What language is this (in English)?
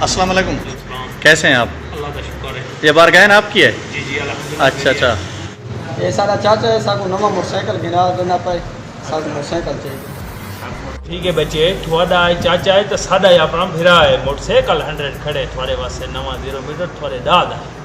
Saraiki